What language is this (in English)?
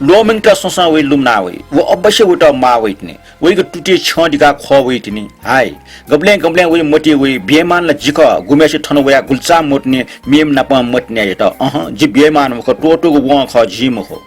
Newari